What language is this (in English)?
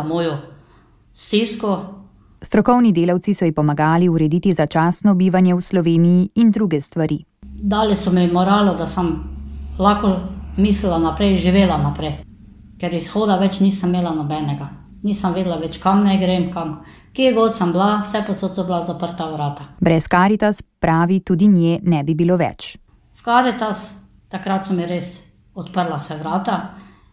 Slovenian